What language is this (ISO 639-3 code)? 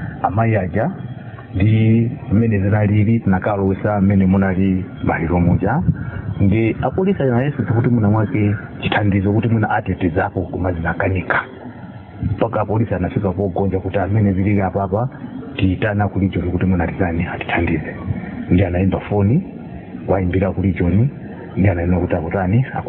nya